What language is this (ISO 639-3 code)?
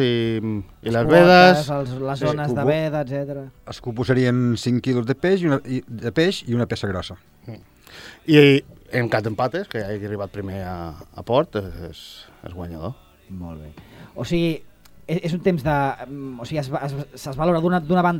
cat